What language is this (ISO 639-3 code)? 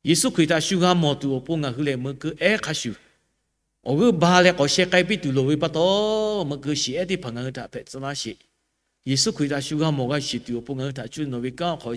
lhu